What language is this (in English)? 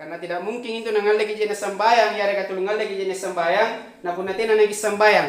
Makasar